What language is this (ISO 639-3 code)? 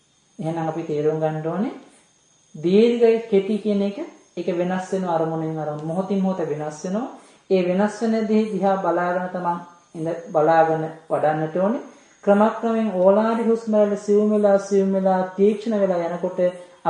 sin